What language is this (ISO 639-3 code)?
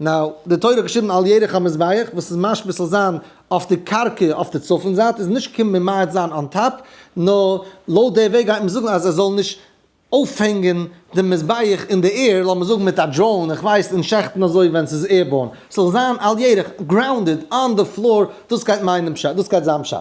yid